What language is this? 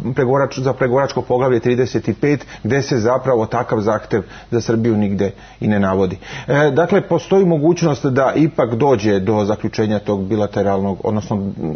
Serbian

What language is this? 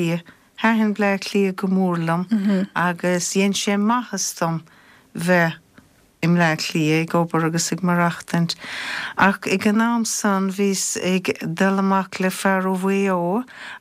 Irish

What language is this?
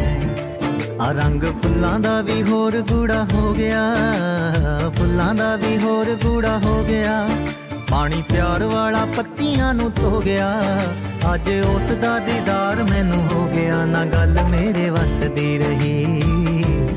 Punjabi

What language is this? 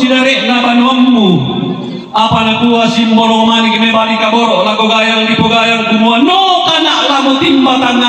Toraja-Sa'dan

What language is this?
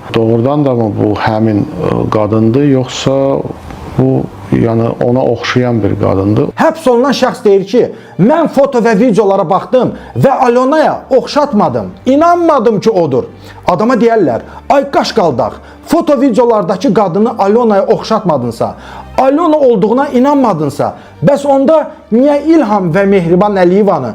Azerbaijani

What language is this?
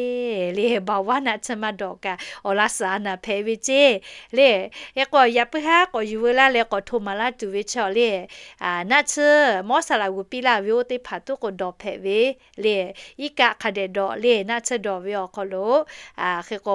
Lahu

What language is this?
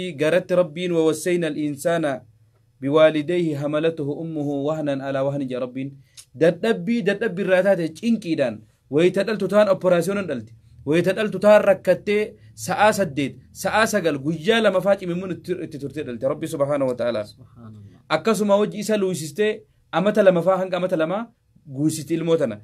Oromo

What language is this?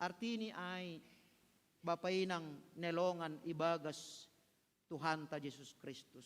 Batak Simalungun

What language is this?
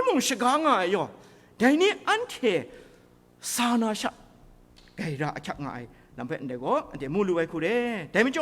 Kachin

